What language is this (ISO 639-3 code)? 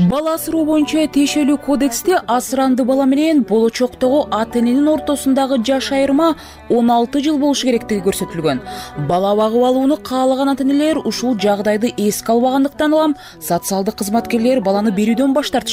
kir